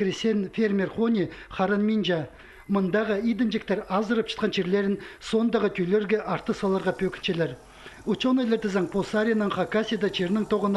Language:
Khakas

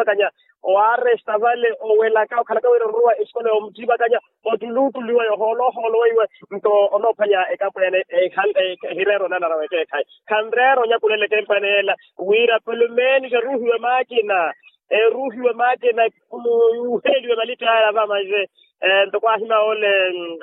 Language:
Makhuwa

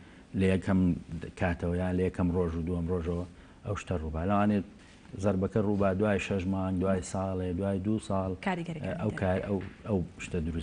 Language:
Central Kurdish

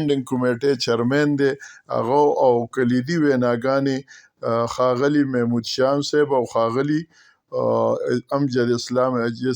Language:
Pashto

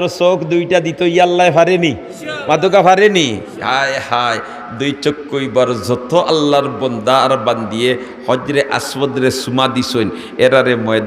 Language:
Sylheti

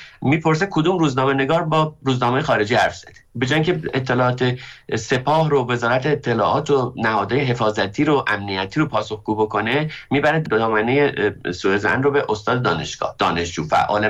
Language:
Persian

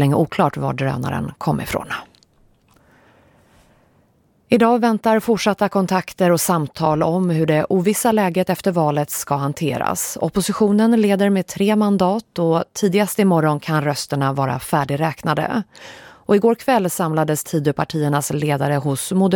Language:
Swedish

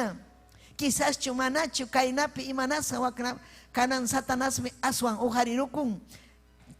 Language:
Ayacucho Quechua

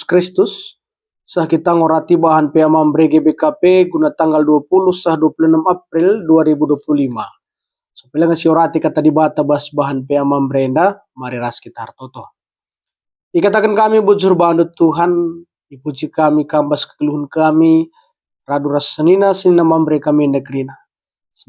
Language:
Batak Karo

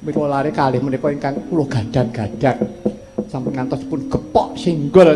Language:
Javanese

